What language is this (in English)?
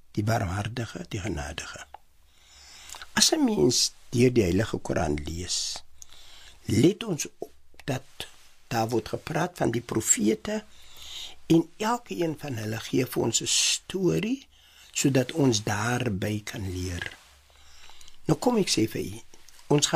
Afrikaans